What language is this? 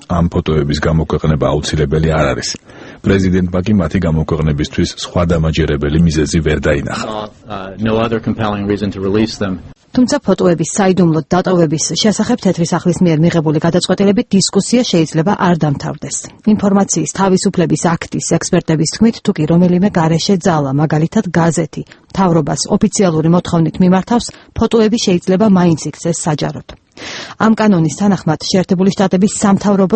Georgian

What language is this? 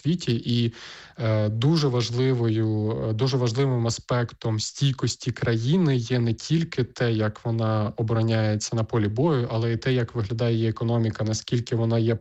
Ukrainian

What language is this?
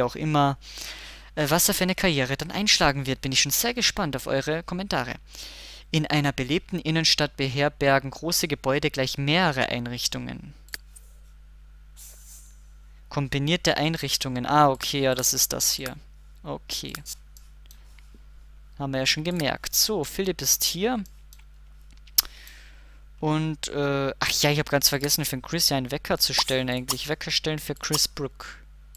German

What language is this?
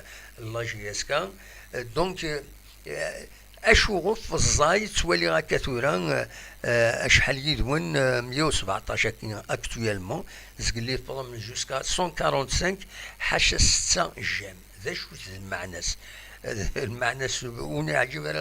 Kabyle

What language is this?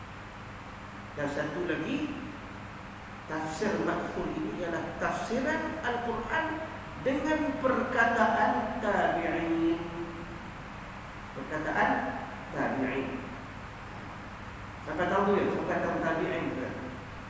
Malay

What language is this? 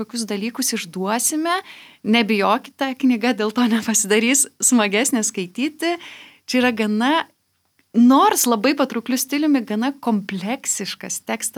Lithuanian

